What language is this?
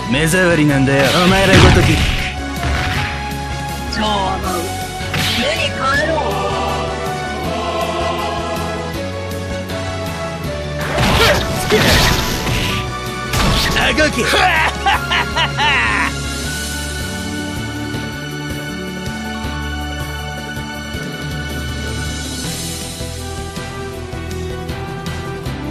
Japanese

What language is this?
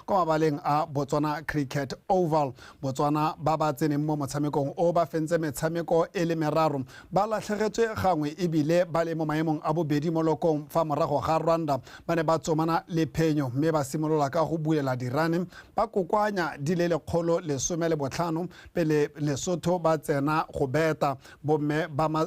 Tswana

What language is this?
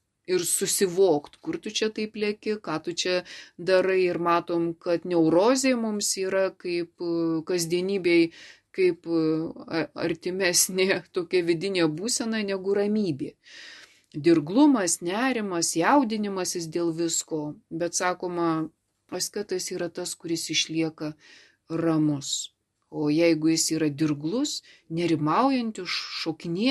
Lithuanian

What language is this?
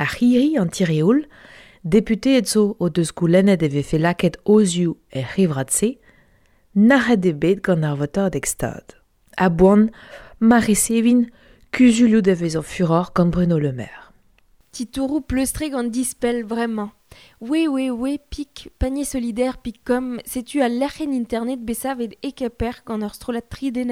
Breton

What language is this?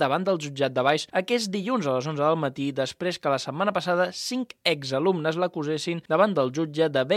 Catalan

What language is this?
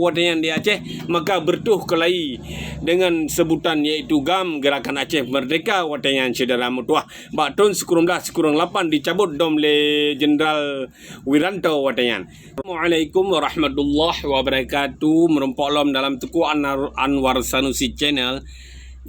Achinese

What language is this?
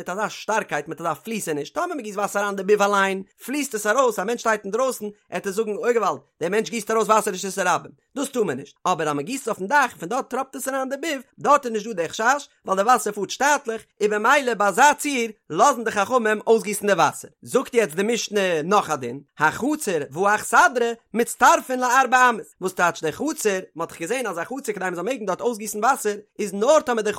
Yiddish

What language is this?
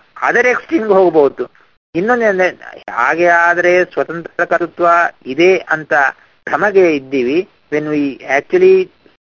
Kannada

